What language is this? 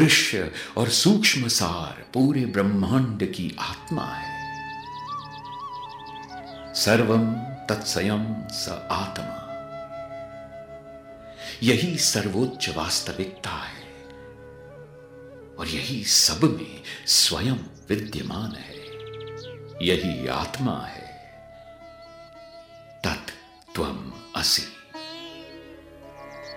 Hindi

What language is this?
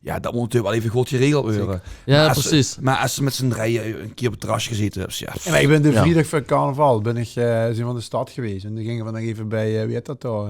Limburgish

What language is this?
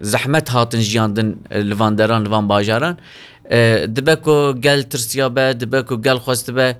Kurdish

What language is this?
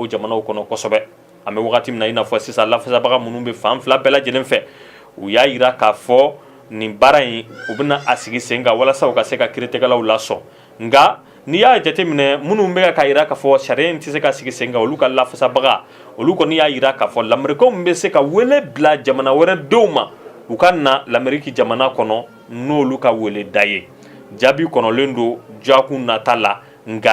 Bambara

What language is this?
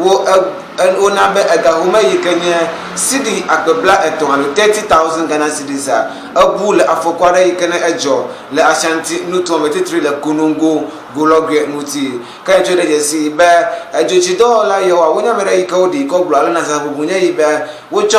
Ewe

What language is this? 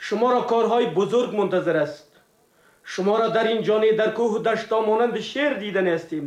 Tajik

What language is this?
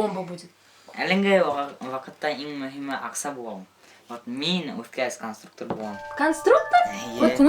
Bashkir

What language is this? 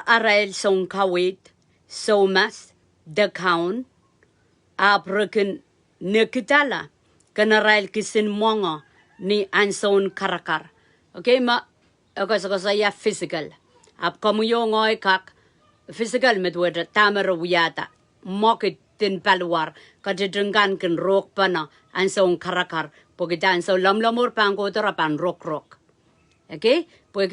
Pohnpeian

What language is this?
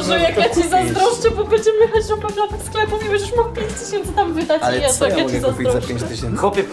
Polish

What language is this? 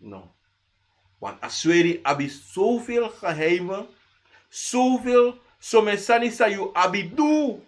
Sranan Tongo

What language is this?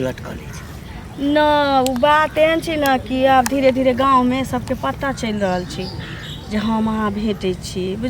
Maithili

